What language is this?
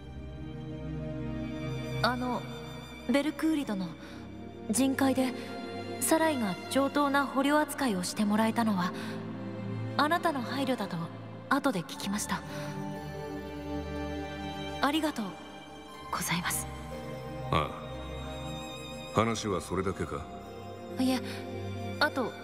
Japanese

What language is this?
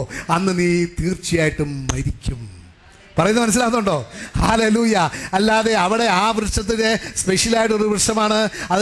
Malayalam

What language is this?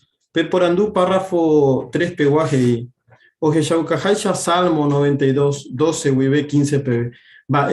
Guarani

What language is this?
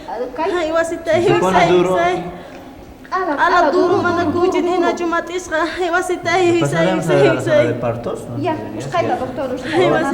South Bolivian Quechua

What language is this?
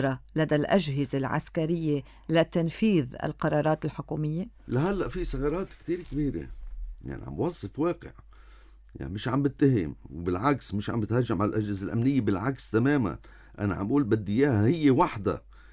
North Levantine Arabic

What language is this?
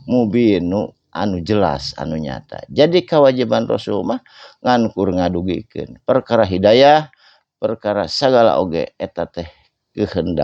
Sundanese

